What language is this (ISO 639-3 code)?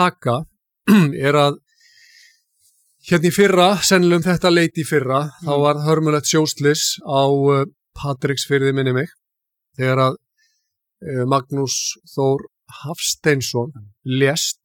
isl